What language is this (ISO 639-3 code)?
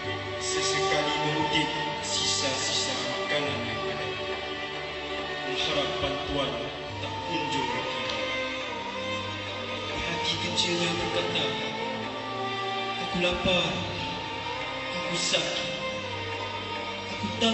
msa